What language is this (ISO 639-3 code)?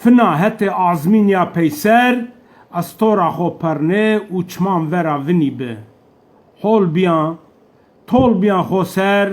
zza